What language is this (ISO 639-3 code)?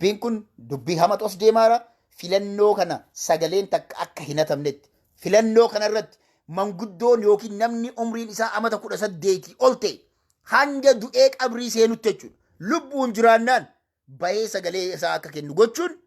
orm